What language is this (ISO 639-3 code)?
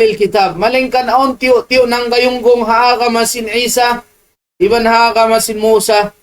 tsg